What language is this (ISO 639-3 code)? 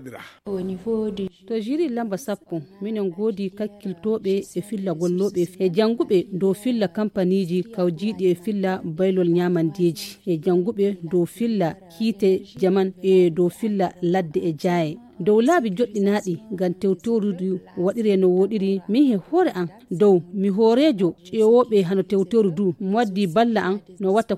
ful